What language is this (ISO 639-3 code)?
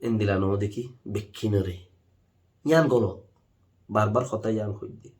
rhg